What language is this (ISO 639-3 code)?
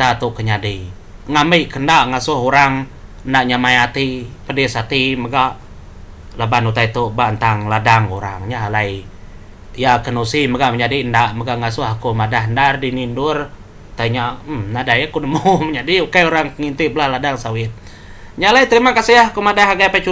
iba